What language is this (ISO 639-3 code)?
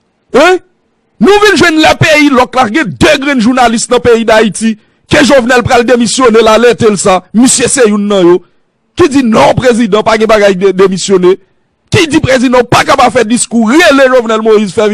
hat